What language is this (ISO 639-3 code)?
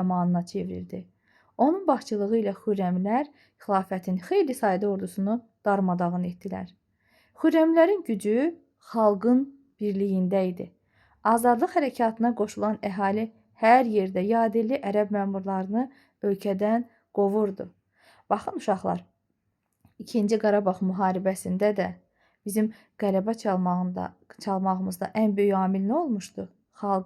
aze